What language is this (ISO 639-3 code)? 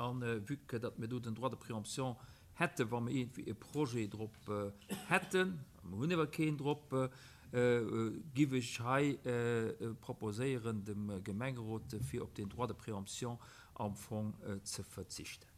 ltz